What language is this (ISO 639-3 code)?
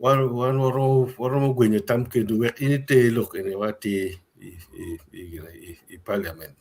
ach